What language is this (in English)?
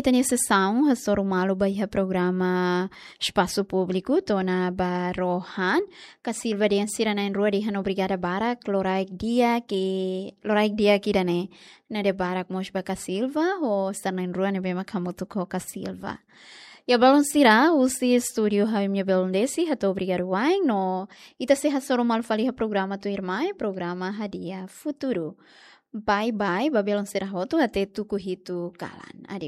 Tetum